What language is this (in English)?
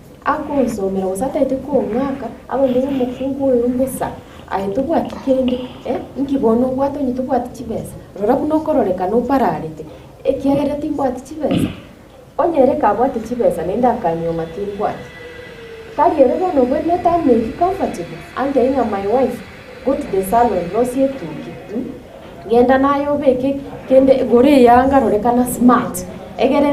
Gusii